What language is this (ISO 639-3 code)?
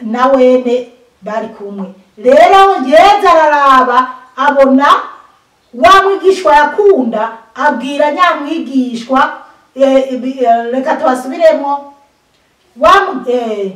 run